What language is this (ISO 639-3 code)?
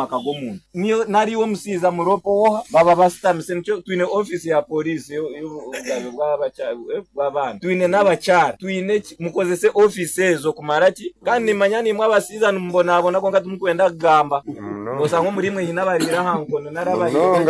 nyo